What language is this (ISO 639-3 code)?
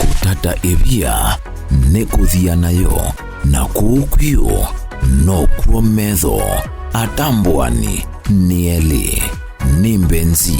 kam